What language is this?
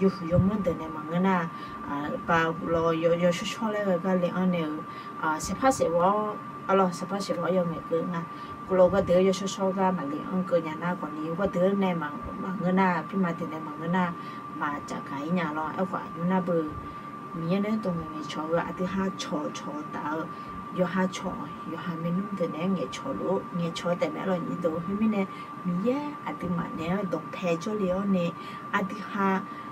Akha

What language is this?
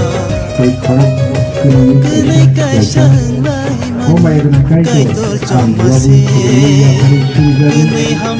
Kok Borok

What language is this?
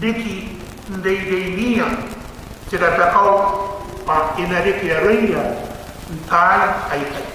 Gilbertese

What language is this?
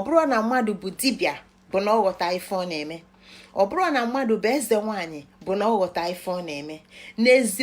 Igbo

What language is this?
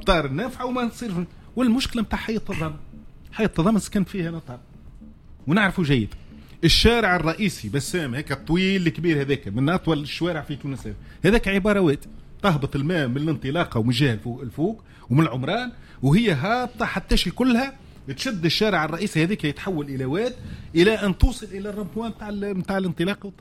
Tunisian Arabic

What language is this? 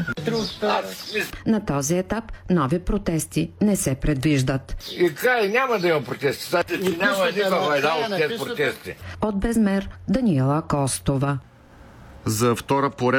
Bulgarian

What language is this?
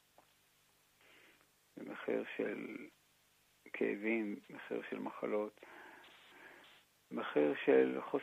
Hebrew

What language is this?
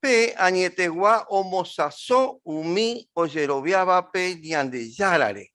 Guarani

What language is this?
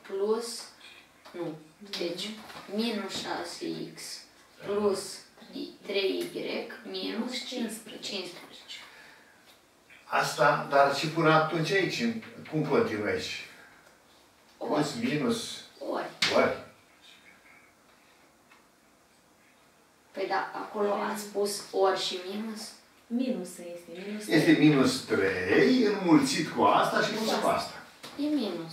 Romanian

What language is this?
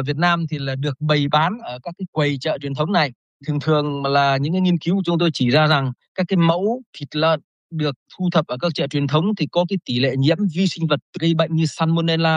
Vietnamese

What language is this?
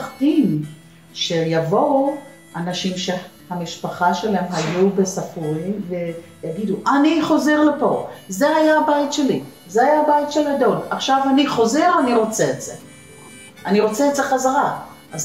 Hebrew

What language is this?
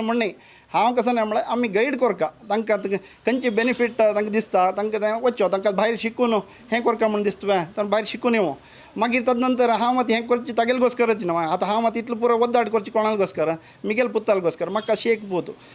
Konkani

